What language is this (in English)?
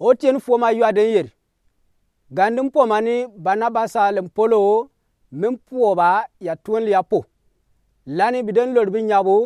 Gourmanchéma